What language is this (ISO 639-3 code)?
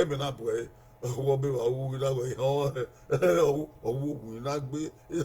bin